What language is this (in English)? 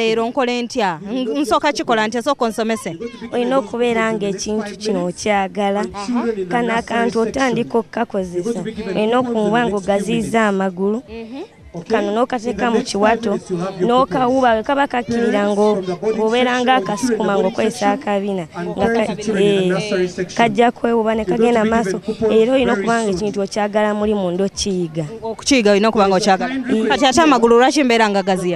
Ganda